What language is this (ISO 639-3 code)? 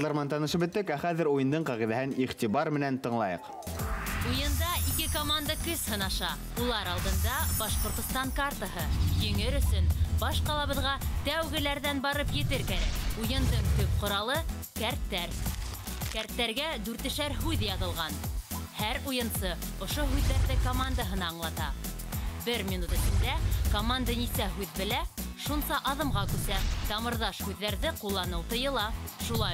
bak